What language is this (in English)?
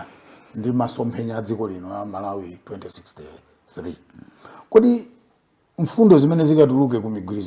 Nyanja